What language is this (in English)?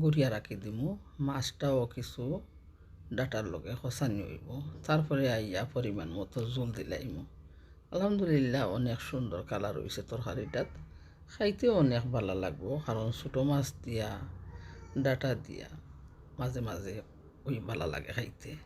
Sylheti